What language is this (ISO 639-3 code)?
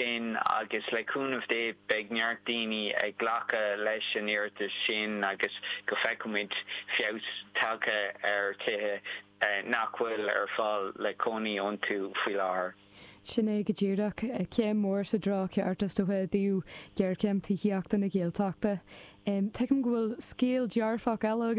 gle